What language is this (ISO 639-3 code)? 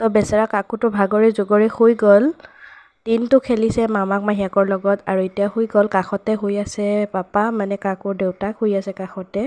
asm